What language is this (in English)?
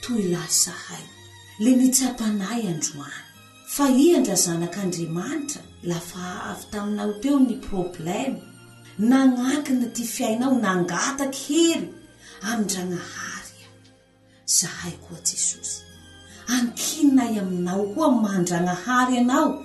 Malagasy